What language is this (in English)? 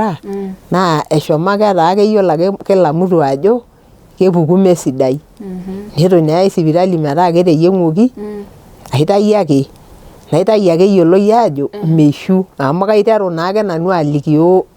Masai